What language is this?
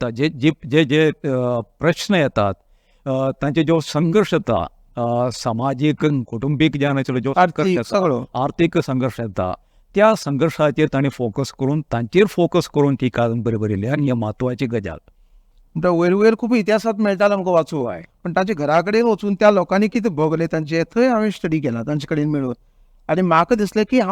Konkani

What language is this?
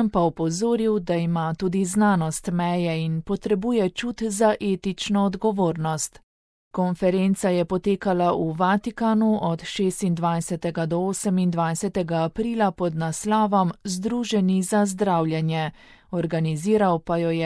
Slovenian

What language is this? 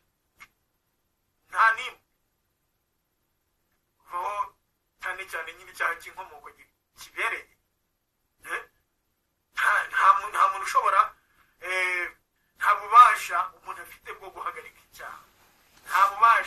Kinyarwanda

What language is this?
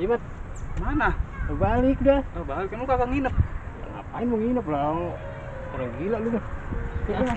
Betawi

